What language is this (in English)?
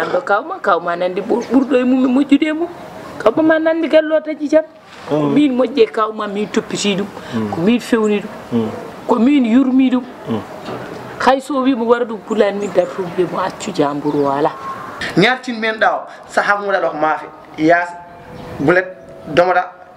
Fula